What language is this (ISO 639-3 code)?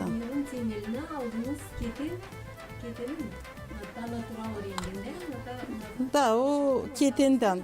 gag